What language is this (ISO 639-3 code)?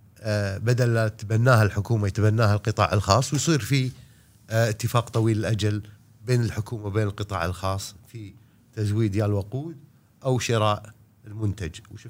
afb